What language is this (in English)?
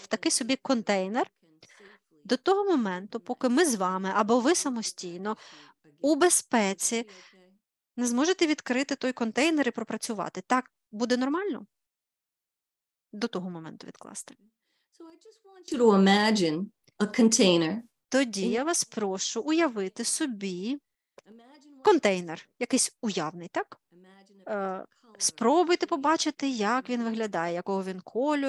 Ukrainian